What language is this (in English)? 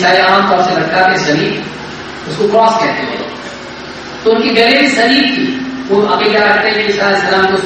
Urdu